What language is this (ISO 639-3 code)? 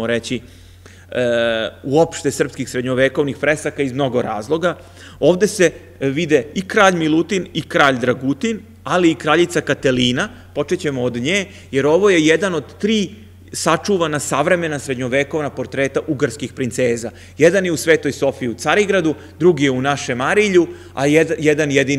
srp